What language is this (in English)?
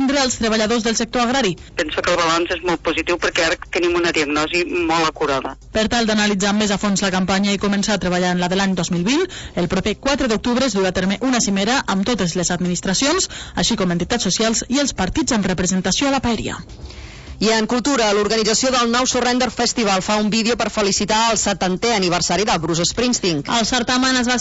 Catalan